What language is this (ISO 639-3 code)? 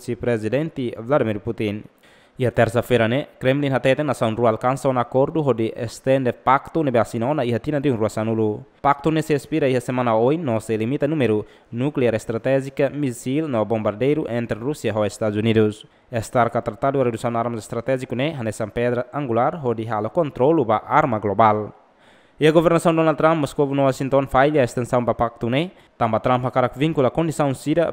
tet